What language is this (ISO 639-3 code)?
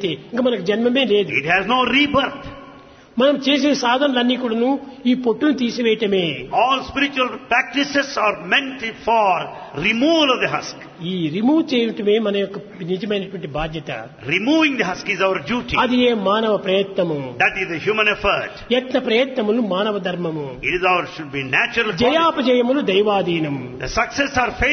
tel